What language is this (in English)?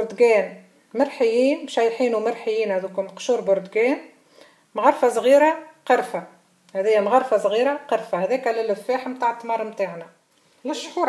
Tunisian Arabic